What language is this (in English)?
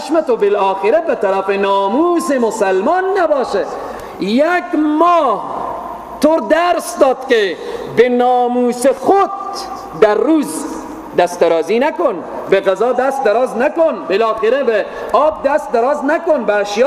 Persian